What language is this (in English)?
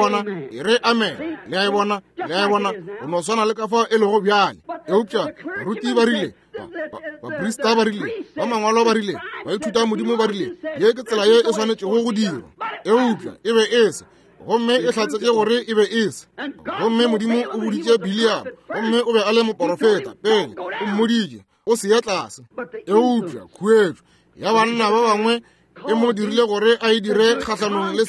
Northern Sotho